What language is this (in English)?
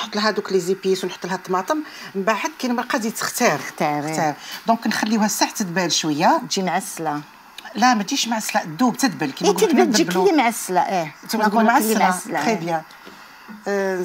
Algerian Arabic